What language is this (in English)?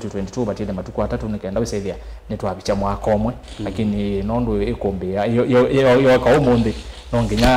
Kamba